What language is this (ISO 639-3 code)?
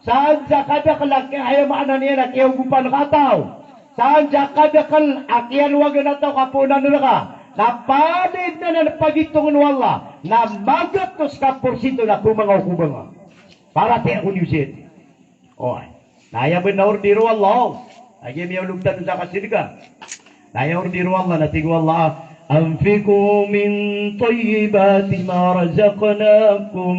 mrw